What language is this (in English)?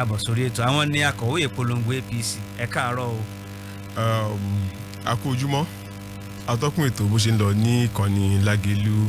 Yoruba